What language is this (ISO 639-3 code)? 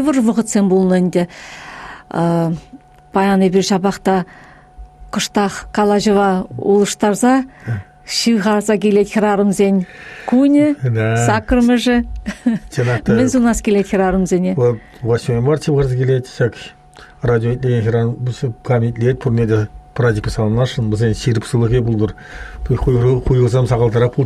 chv